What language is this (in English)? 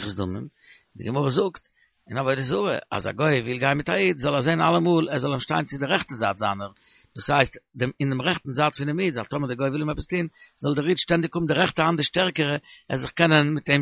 Yiddish